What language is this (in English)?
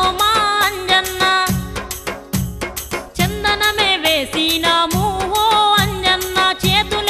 Telugu